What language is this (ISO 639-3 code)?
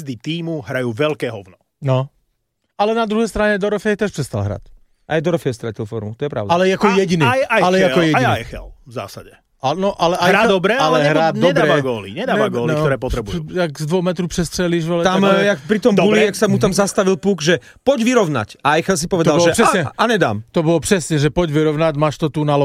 slk